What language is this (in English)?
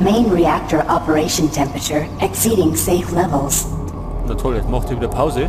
Bavarian